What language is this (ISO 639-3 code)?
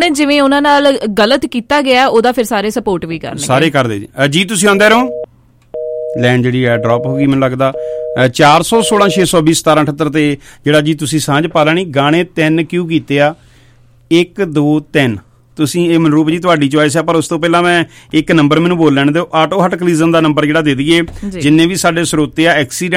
pan